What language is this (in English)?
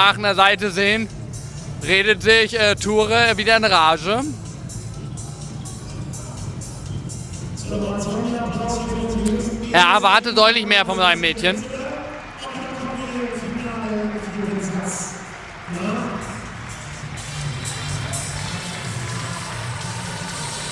German